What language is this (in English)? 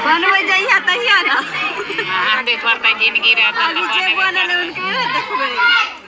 Maithili